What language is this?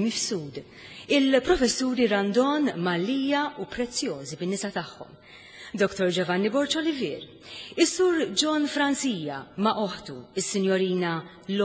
Maltese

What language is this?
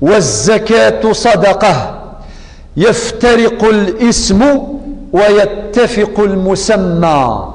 Kabyle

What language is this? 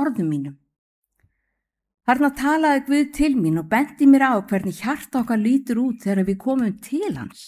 Icelandic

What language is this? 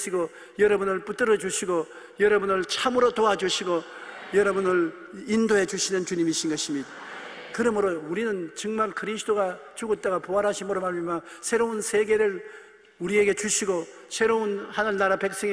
Korean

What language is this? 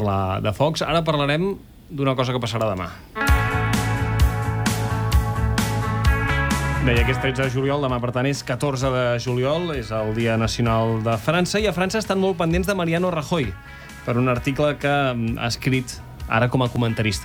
Catalan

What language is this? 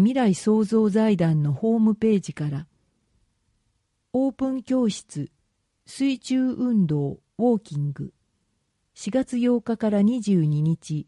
Japanese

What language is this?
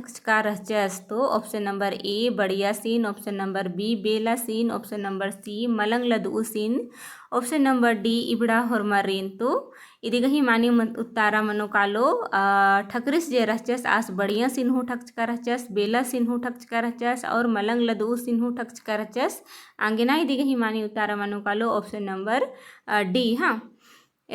Kurukh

